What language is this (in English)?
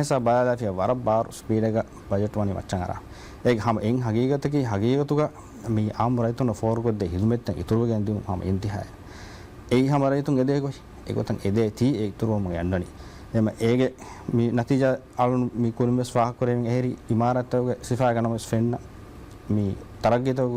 Divehi